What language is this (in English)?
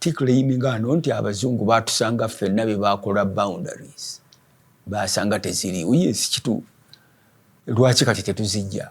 Ganda